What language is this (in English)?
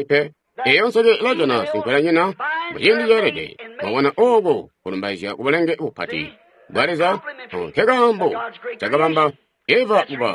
Tonga (Zambia)